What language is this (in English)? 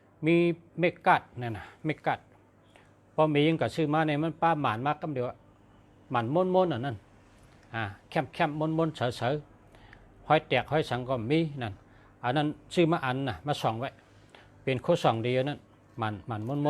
Shan